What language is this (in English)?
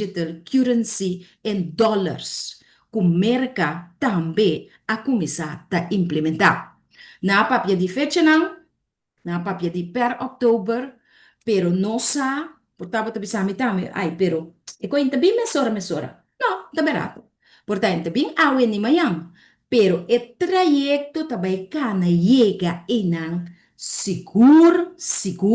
Papiamento